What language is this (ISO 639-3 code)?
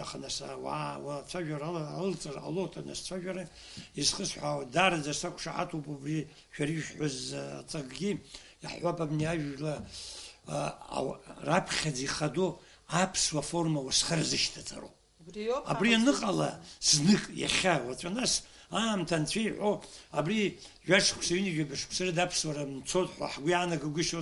abk